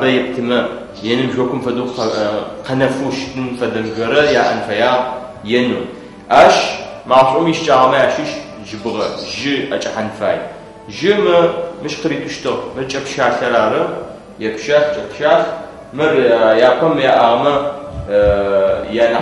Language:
Adyghe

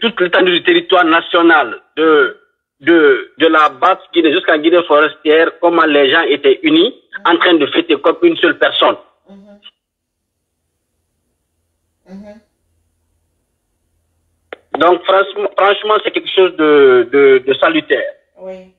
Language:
French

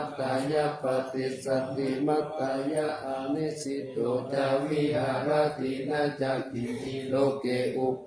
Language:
Pali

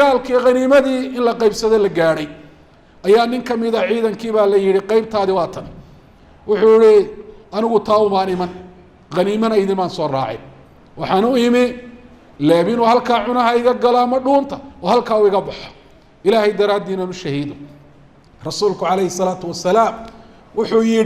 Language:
Somali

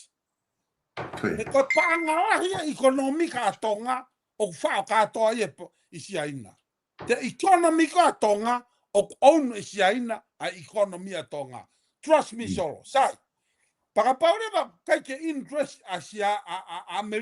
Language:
Tongan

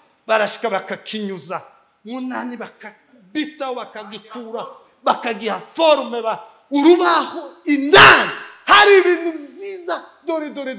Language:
Kinyarwanda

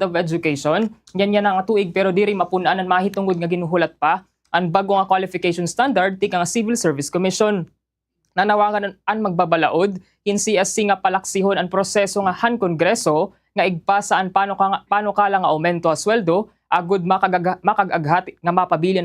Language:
Waray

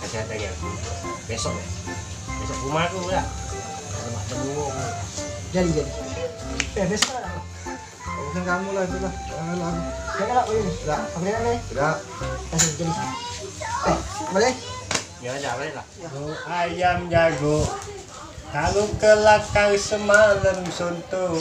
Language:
Musi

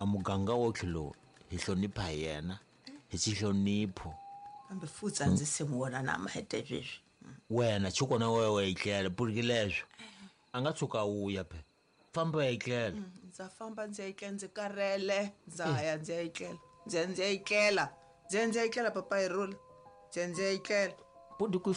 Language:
Tsonga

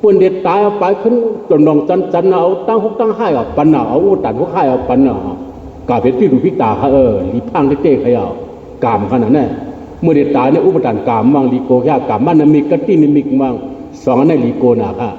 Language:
Shan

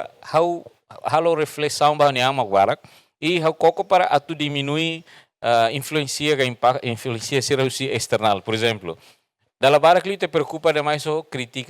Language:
Tetum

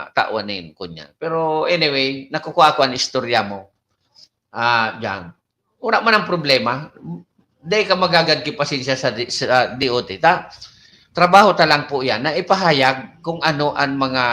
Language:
Bikol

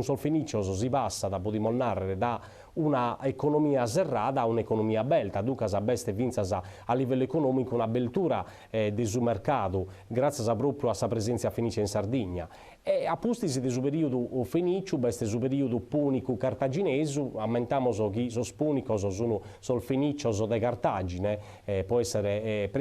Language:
Sardinian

